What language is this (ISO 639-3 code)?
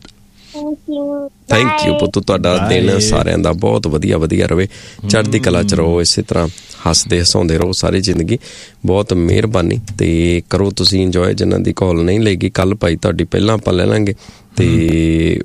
pan